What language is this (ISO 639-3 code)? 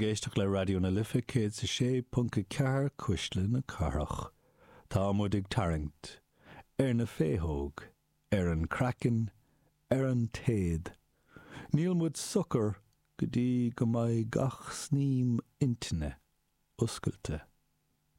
gle